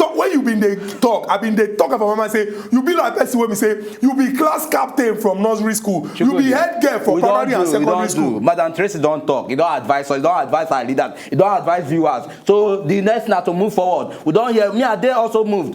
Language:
Nigerian Pidgin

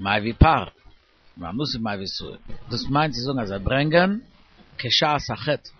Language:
Yiddish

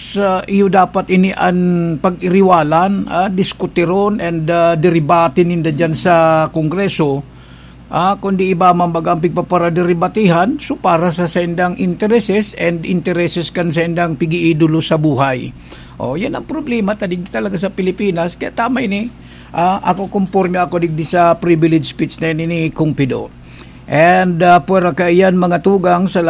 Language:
Bikol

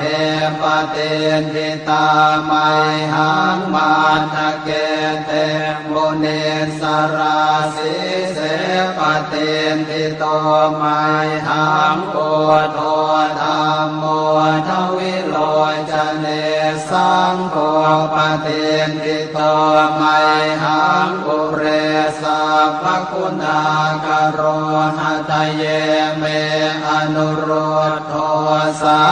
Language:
Pali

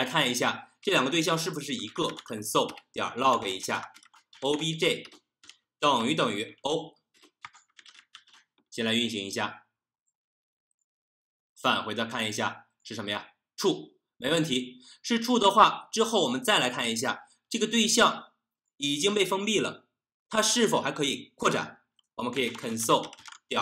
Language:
Chinese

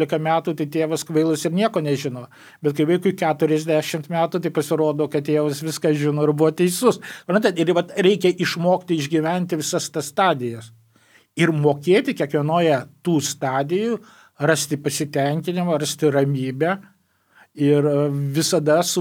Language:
Lithuanian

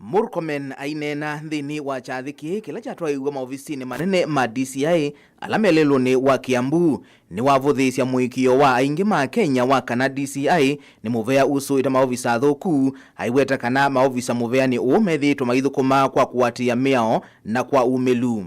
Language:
Kamba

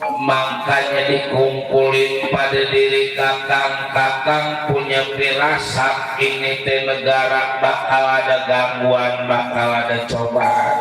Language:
Betawi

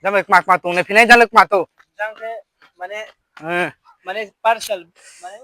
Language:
Riang (India)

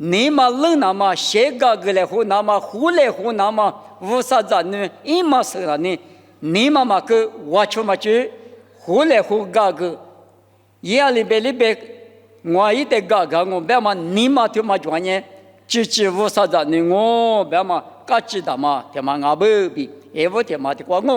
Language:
Lisu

